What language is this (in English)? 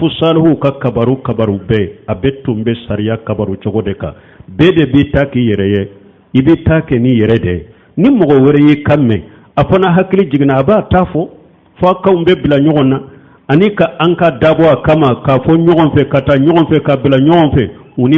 Bambara